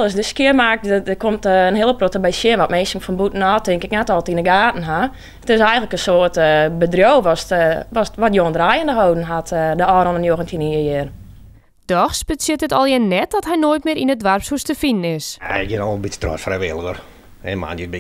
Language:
Western Frisian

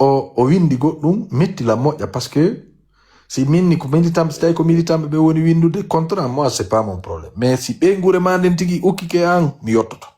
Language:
Pular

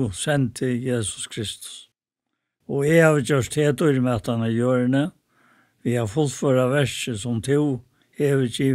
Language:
Faroese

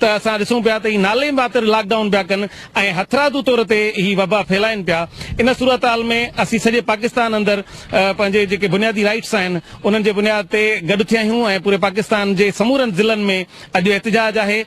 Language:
Sindhi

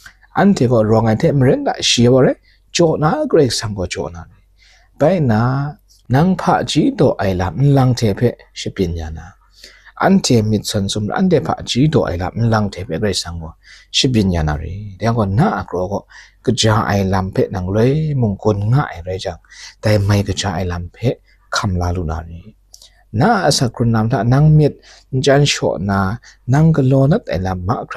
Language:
Kachin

